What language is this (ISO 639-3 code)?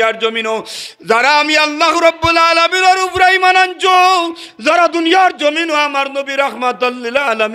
syl